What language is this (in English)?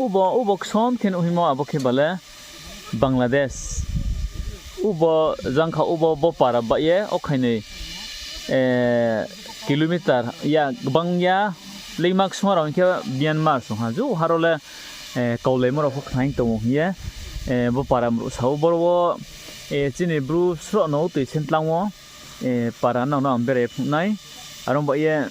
Riang (India)